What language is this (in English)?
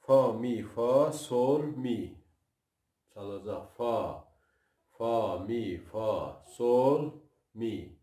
South Azerbaijani